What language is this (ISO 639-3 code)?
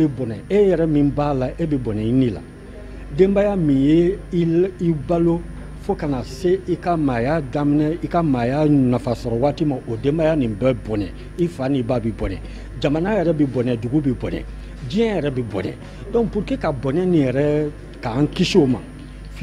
bam